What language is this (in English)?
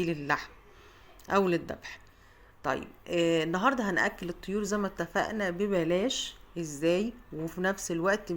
Egyptian Arabic